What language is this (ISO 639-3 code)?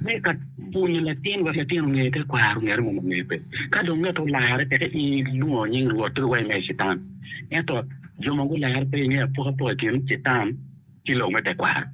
ach